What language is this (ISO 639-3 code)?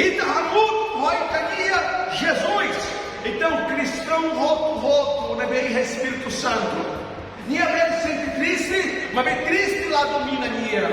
tet